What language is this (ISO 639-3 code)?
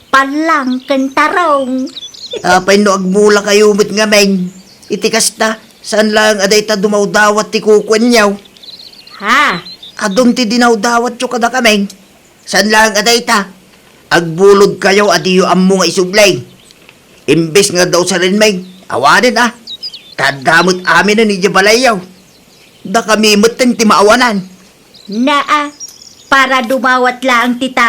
ilo